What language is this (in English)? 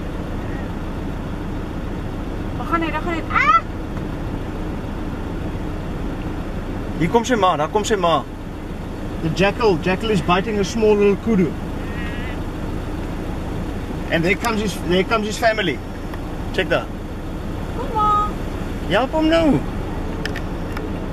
Afrikaans